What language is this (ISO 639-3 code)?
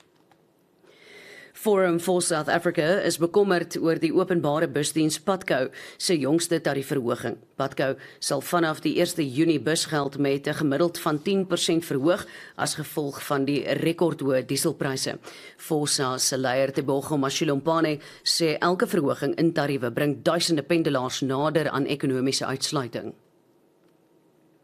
afr